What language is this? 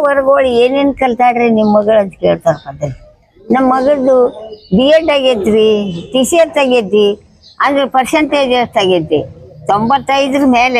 Kannada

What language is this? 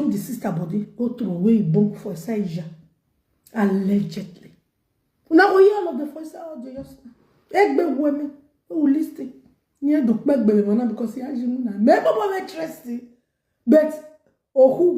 Nigerian Pidgin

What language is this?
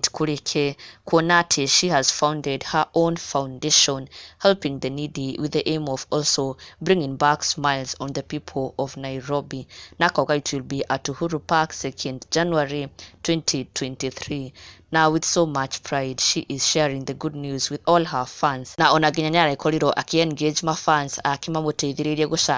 Kikuyu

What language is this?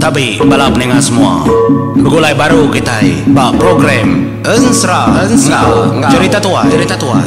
Iban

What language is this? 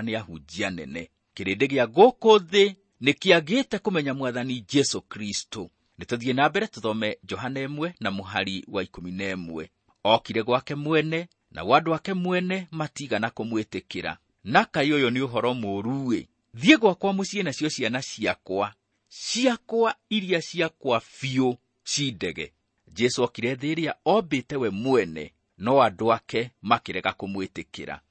Kikuyu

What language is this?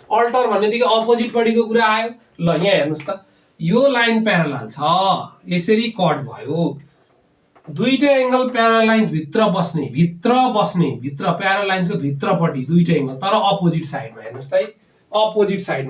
Nepali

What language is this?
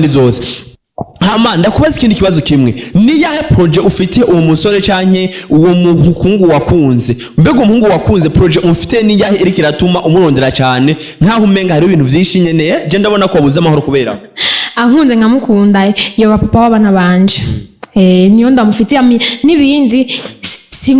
Rundi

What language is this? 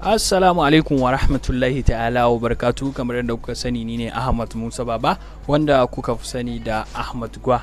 Hausa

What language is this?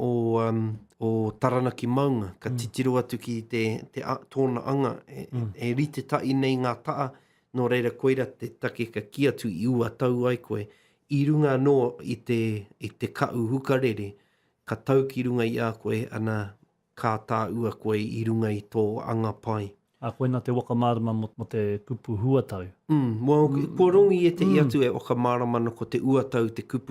Māori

